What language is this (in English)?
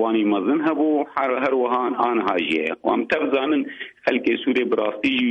Kurdish